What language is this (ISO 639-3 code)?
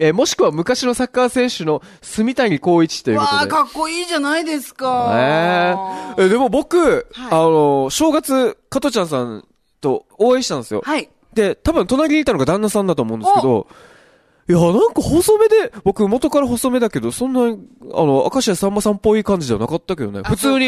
jpn